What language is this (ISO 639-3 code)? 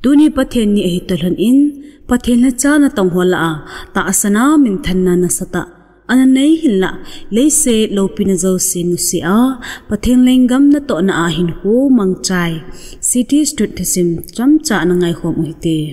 tcz